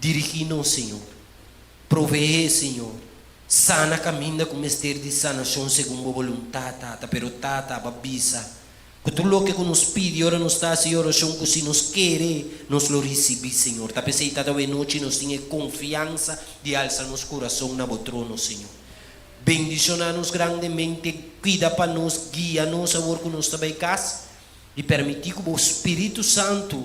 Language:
Papiamento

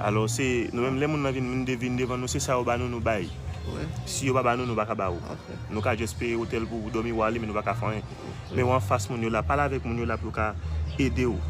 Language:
Haitian Creole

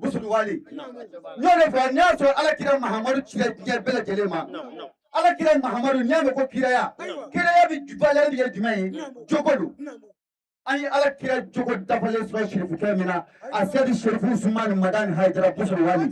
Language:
Bambara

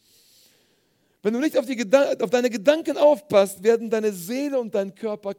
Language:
German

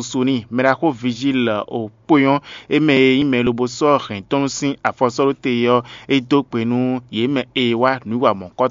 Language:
Fon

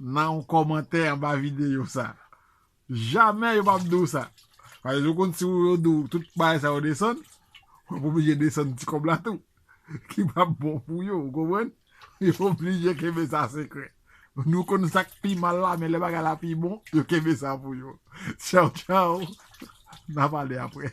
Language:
Haitian Creole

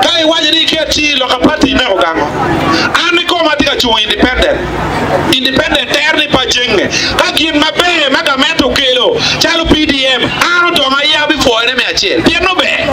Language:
Acoli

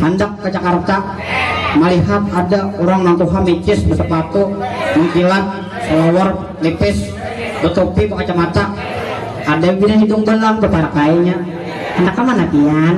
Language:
Banjar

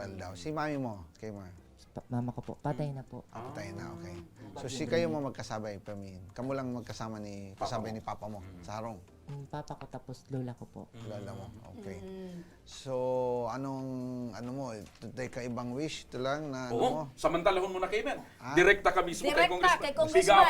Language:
Bikol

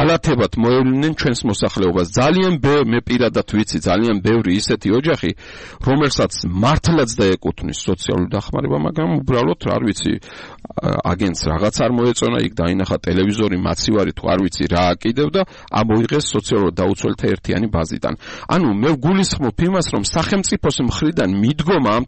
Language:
Georgian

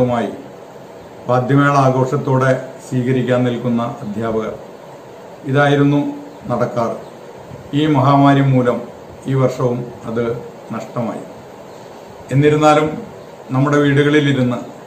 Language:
Malayalam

